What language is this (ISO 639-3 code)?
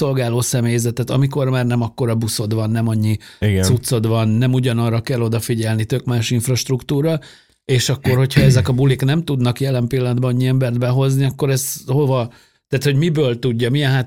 hun